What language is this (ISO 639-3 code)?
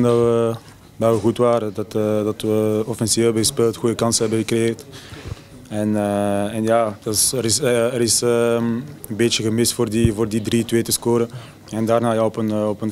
nld